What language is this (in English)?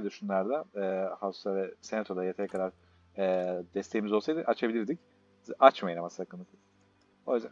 Turkish